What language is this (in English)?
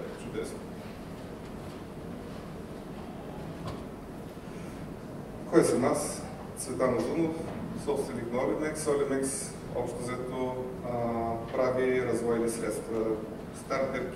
Bulgarian